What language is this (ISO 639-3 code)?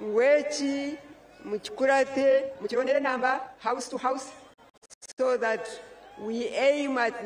nyn